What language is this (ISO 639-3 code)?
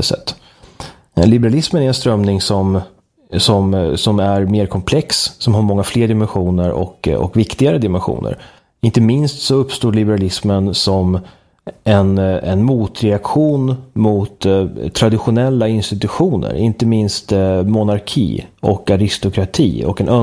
swe